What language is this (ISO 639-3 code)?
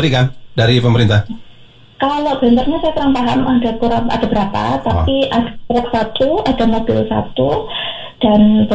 ind